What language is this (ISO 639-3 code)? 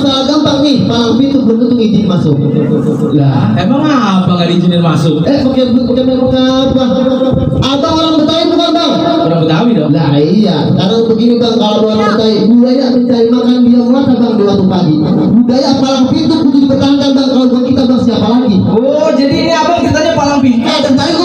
bew